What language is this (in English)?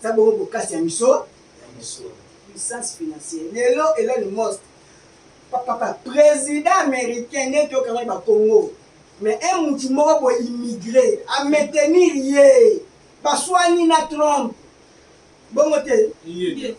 Lingala